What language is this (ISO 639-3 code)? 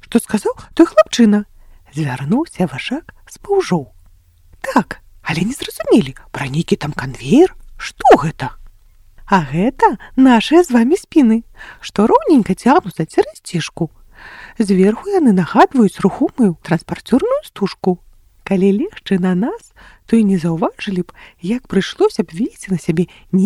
bel